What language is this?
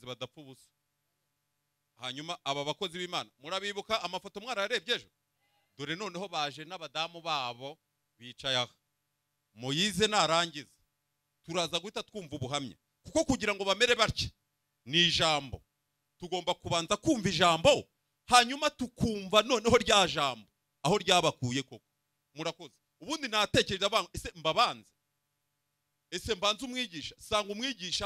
Kinyarwanda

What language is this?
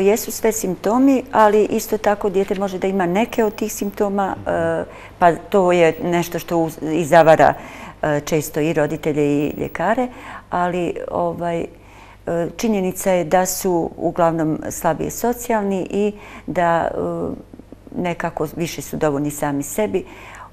Bosnian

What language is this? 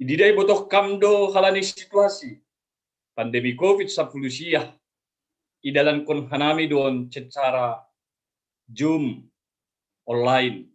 Batak Simalungun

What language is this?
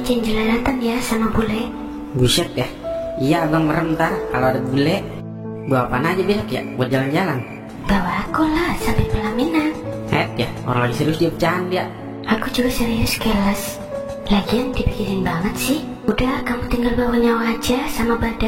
Betawi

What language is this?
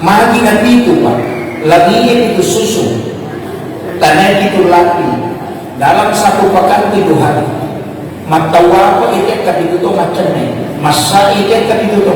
Buginese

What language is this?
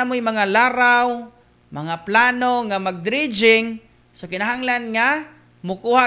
Cebuano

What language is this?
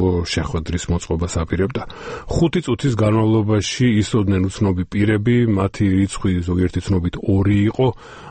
Georgian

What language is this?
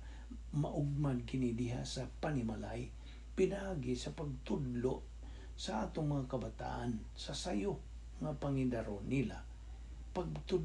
Cebuano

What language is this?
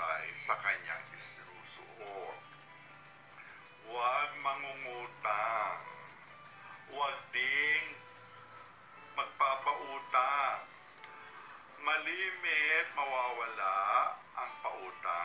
Filipino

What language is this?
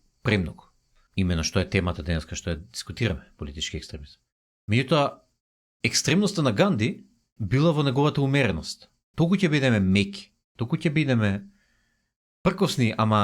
Macedonian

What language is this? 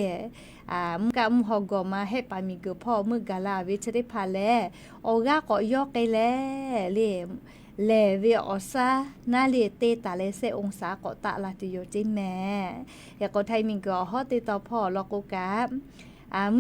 Lahu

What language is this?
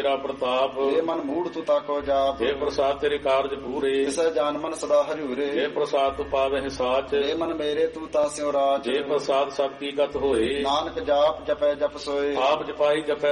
Punjabi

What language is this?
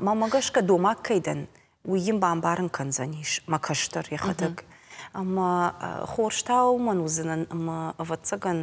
Ossetic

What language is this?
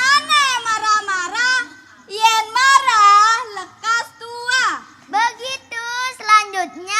Balinese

